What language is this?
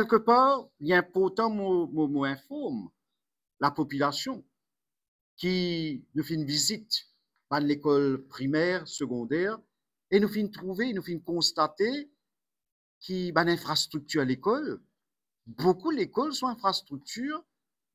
Morisyen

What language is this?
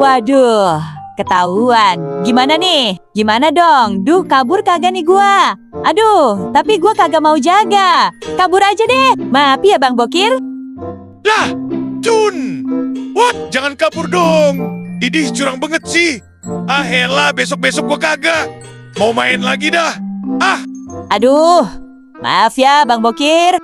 Betawi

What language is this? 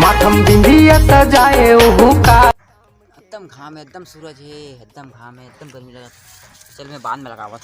Chhattisgarhi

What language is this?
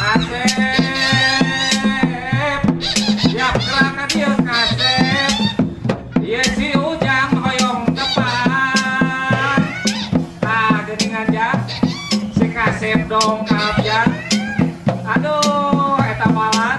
Sundanese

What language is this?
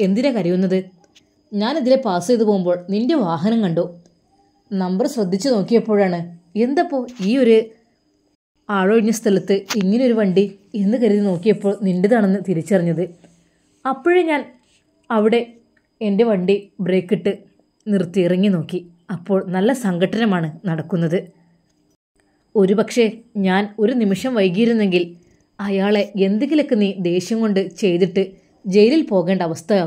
Malayalam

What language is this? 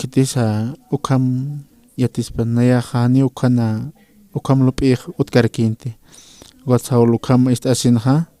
Aymara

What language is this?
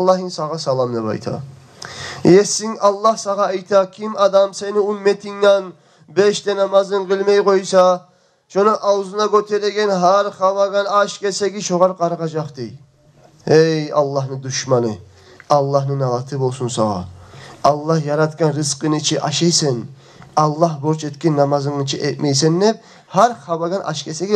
Kumyk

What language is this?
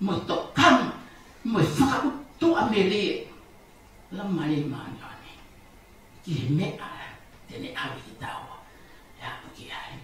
Tongan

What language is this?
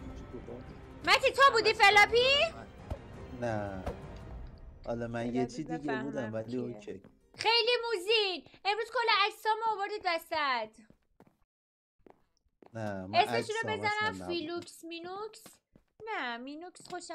Persian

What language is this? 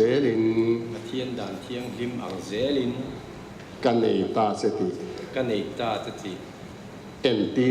Mizo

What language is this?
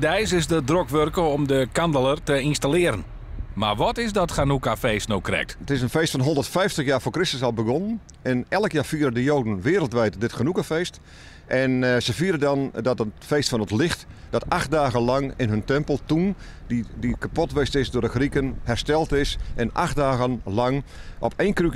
Western Frisian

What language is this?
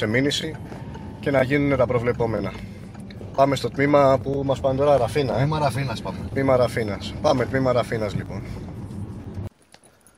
Greek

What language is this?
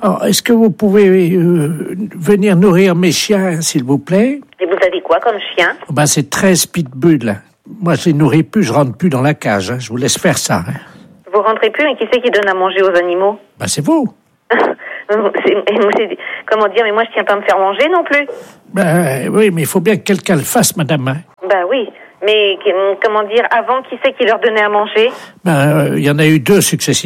French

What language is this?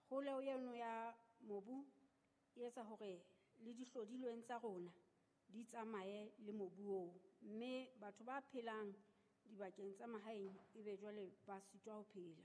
Southern Sotho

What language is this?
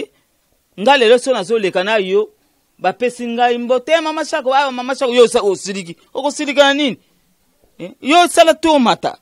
Lingala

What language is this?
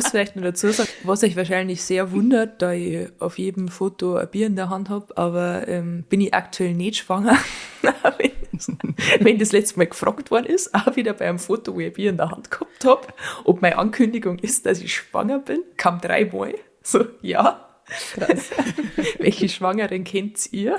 Bavarian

